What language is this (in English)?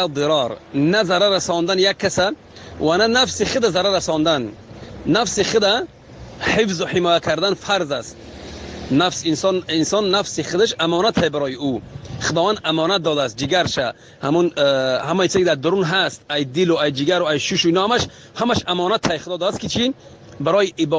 Tajik